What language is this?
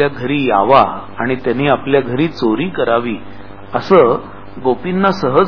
Marathi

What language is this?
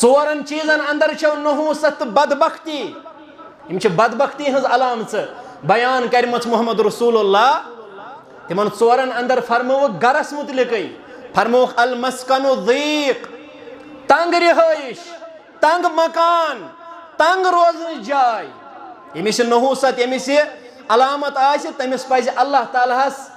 Kashmiri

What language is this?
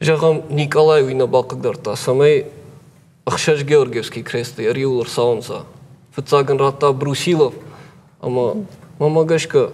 Ossetic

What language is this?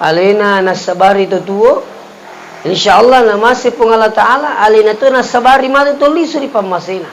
Buginese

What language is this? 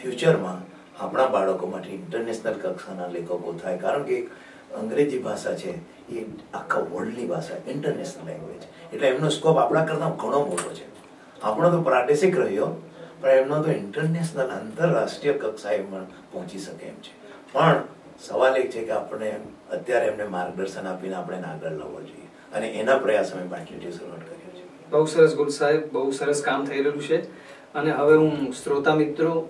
Gujarati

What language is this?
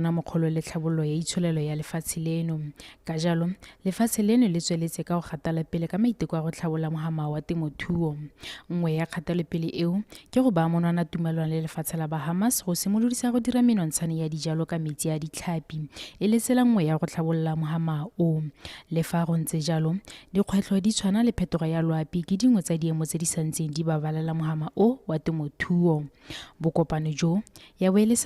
Tswana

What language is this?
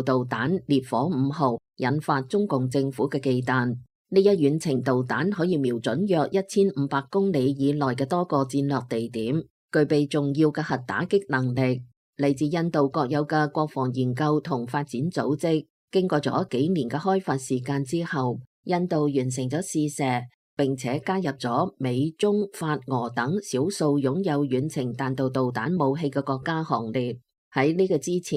Cantonese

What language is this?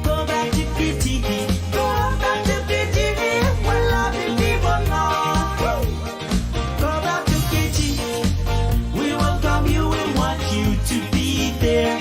Pohnpeian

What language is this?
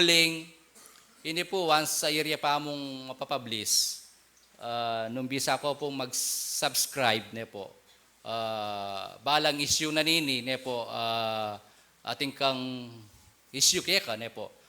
Pampanga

